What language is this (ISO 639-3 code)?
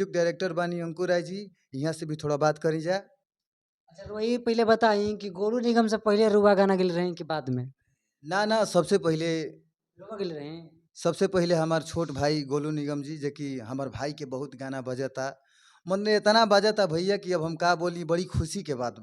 bho